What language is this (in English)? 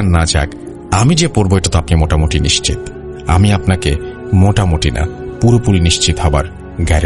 Bangla